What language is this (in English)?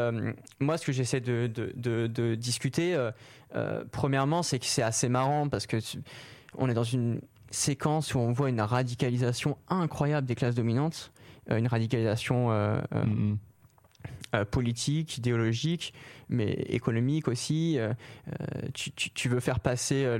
French